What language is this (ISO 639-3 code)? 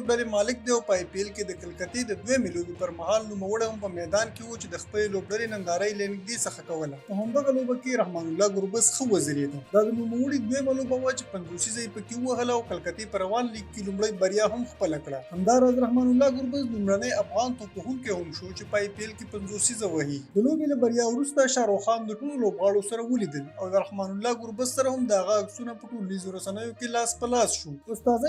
pus